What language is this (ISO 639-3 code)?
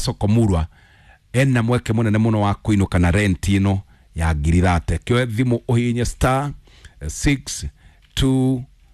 kik